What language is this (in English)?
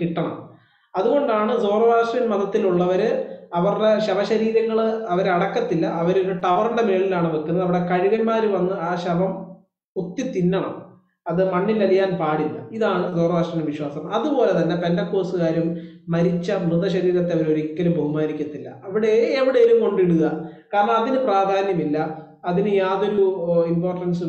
Malayalam